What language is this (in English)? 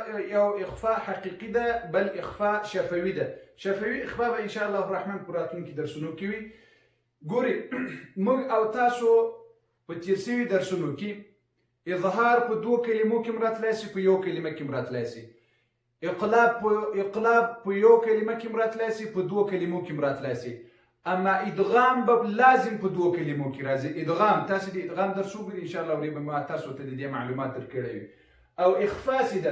Pashto